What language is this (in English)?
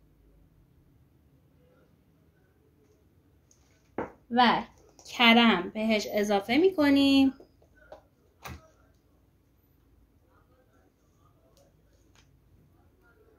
Persian